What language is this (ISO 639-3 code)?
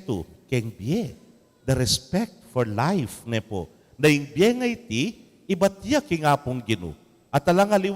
pam